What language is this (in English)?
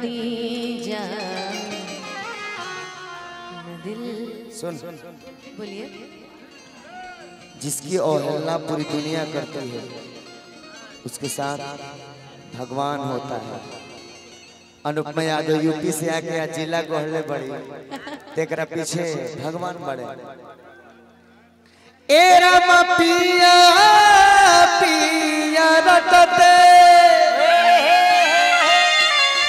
Bhojpuri